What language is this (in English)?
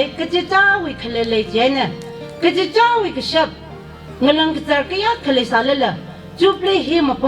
Tangkhul Naga (India)